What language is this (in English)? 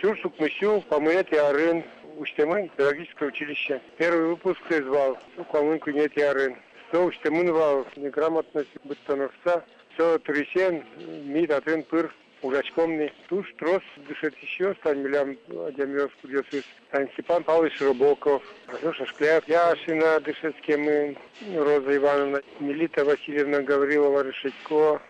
Udmurt